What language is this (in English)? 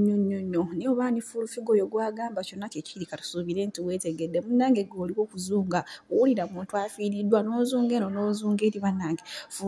Ganda